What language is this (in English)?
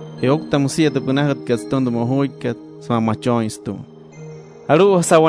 Wayuu